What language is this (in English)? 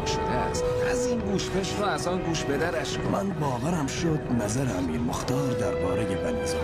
Persian